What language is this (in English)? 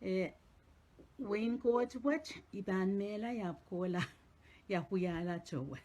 Pohnpeian